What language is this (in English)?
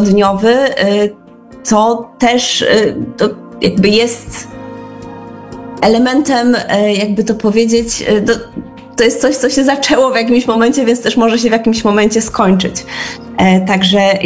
Polish